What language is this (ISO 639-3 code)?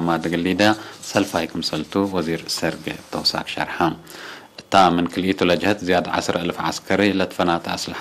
tig